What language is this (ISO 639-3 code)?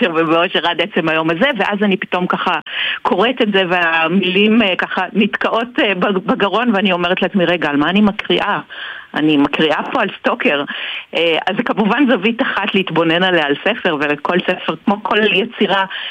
heb